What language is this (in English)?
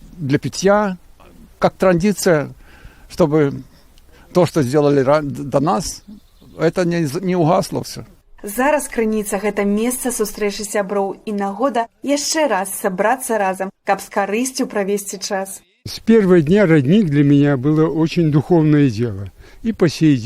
Belarusian